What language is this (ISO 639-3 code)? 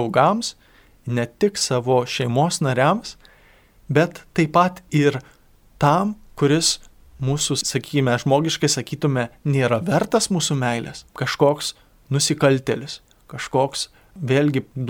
lit